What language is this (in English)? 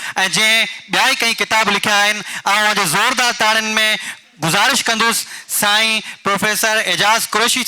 Sindhi